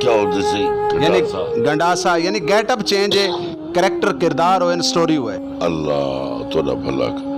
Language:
Saraiki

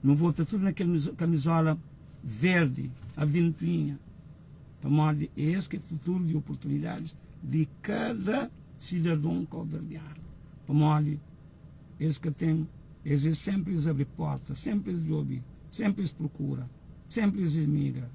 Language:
Kabuverdianu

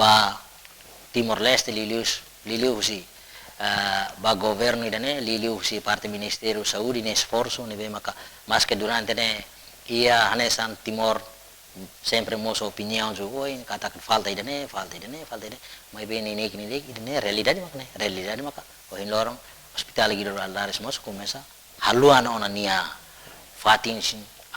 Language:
Tetum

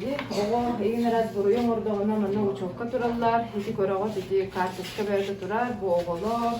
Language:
Yakut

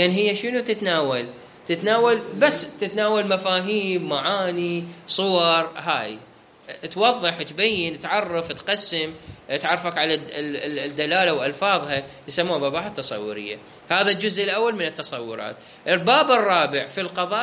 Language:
Mesopotamian Arabic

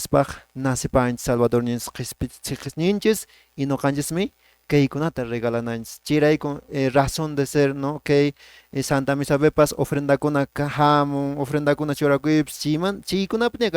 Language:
Quechua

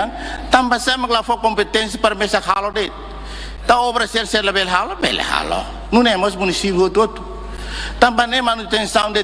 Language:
Tetum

